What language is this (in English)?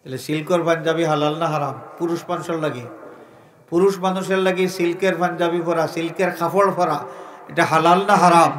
Sylheti